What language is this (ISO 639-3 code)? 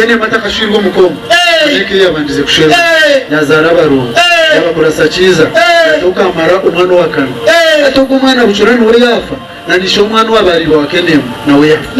nyn